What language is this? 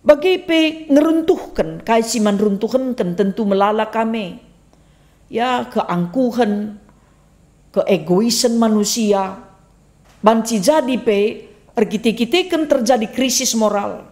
Batak Karo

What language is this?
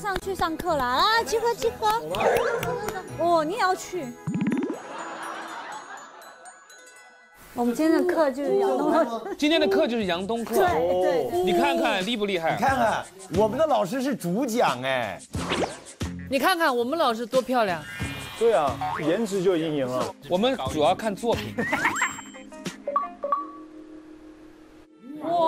Chinese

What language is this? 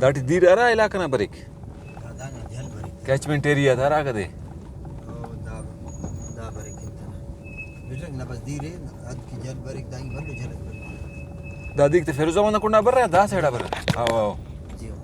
Brahui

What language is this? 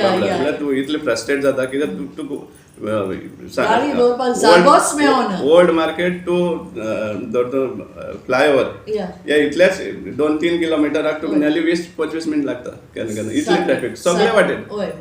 Konkani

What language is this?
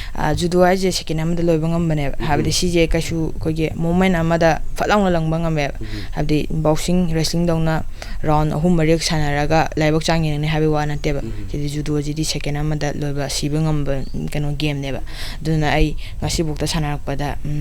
Manipuri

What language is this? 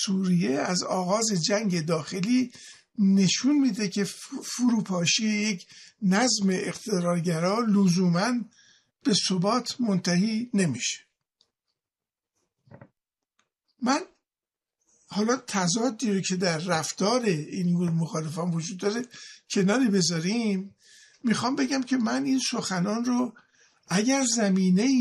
Persian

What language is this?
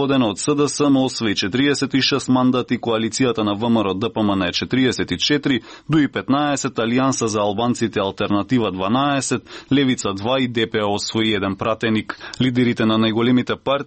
Macedonian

